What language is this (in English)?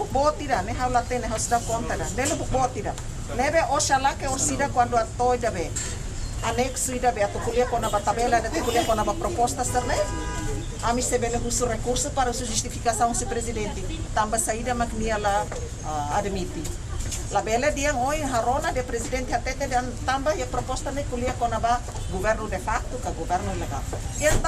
Tetum